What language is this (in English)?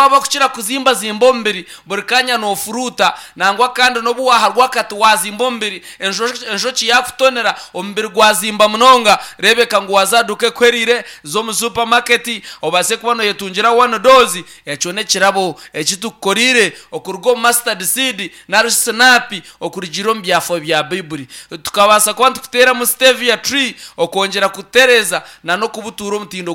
Nyankole